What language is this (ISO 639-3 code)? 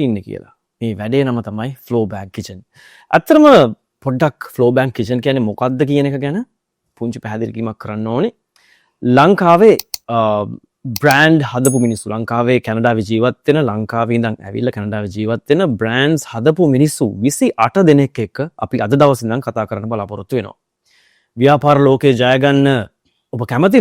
sin